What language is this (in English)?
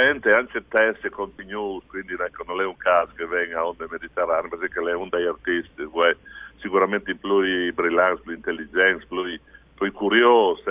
Friulian